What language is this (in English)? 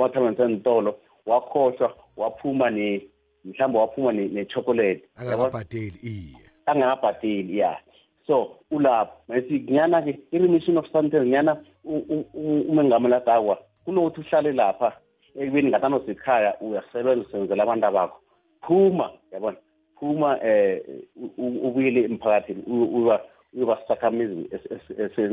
South Ndebele